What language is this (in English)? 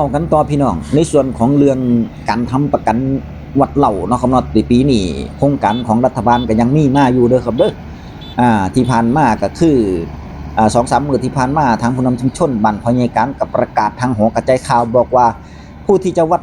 Northeastern Thai